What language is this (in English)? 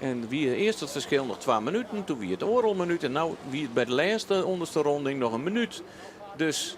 Western Frisian